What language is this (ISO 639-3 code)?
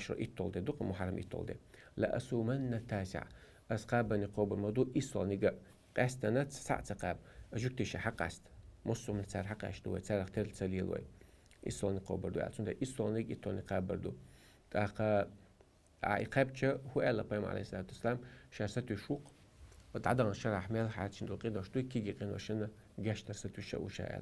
che